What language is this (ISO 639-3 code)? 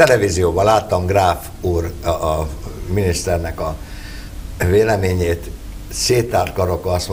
hun